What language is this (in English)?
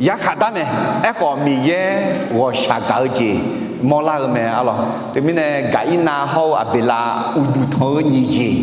Akha